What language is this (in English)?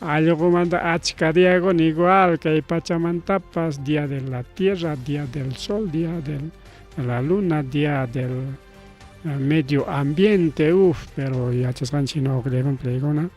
Ayacucho Quechua